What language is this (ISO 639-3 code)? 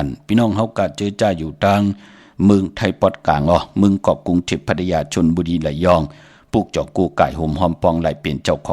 shn